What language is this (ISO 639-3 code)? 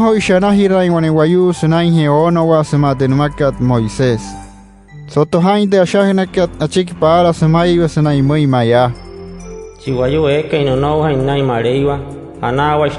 guc